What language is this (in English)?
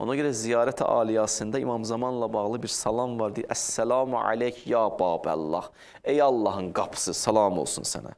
Azerbaijani